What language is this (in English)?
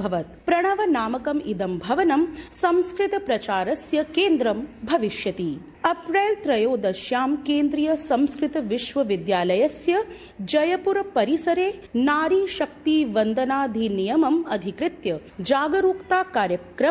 Sanskrit